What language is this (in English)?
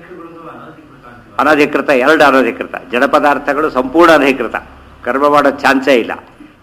Kannada